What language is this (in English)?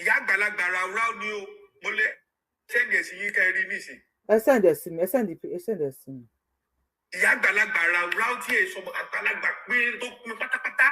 Yoruba